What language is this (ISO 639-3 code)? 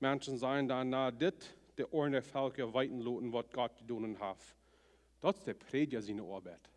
pdt